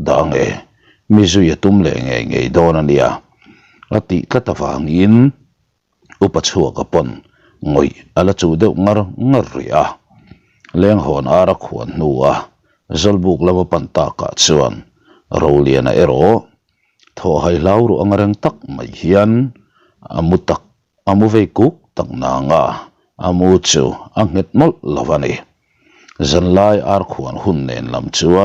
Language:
Mizo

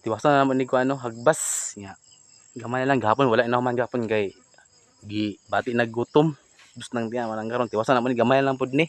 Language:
Cebuano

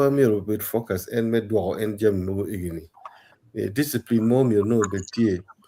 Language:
Acoli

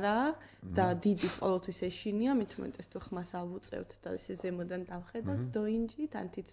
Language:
Georgian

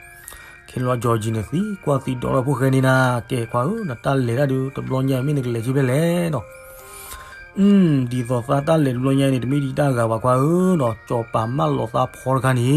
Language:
S'gaw Karen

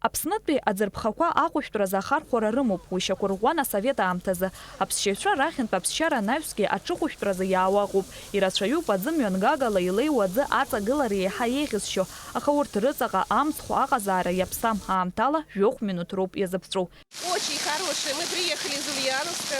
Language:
Abkhazian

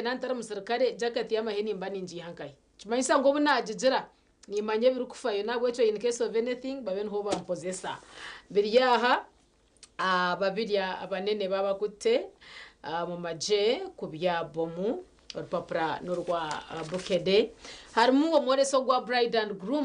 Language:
Nyankole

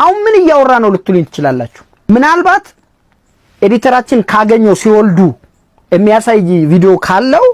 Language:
Amharic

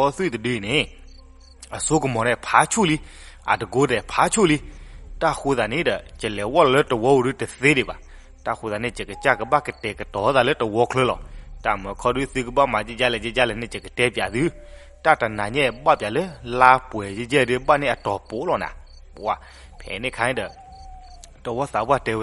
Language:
S'gaw Karen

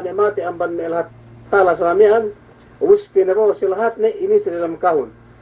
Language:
Yakan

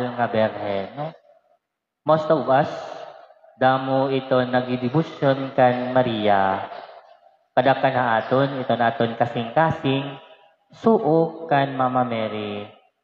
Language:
Waray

